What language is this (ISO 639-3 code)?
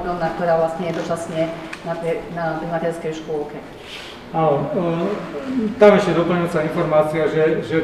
slk